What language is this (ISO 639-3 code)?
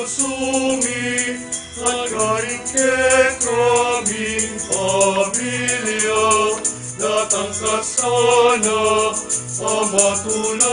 pam